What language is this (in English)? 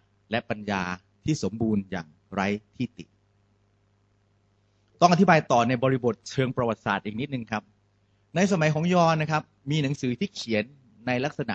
Thai